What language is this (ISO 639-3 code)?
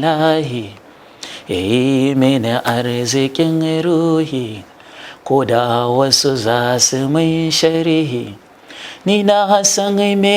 hau